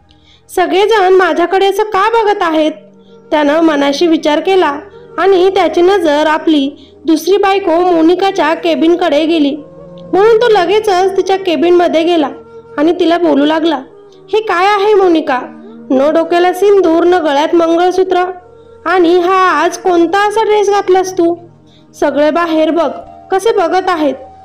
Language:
Marathi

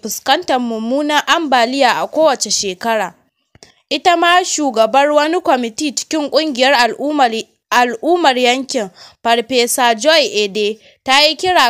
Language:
Hausa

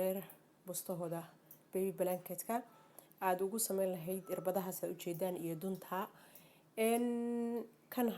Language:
Somali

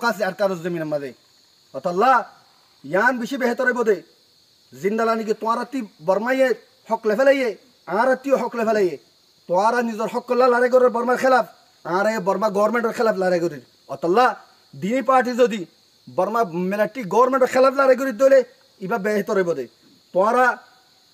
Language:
Rohingya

